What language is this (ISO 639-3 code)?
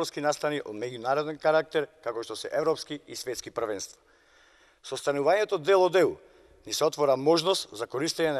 mkd